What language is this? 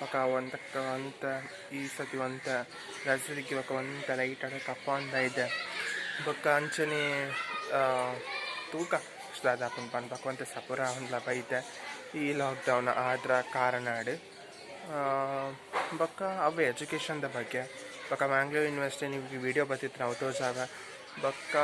Tulu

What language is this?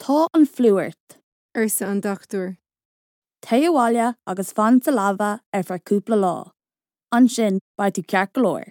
Irish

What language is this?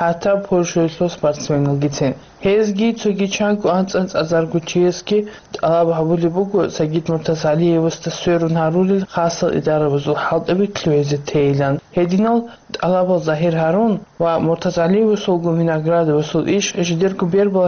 Avaric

